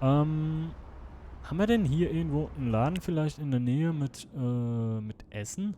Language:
Swiss German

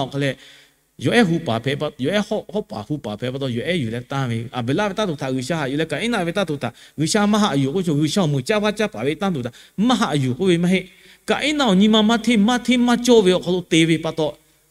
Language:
Lahu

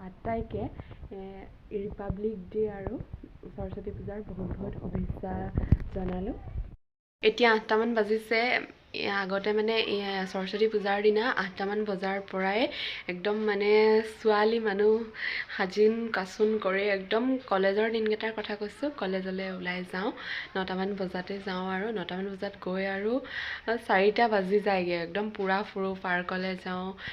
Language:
Assamese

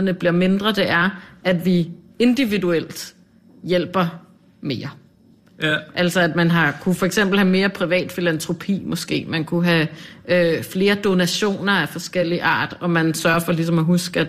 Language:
Danish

